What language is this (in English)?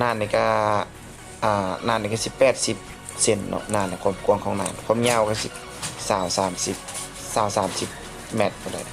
Lao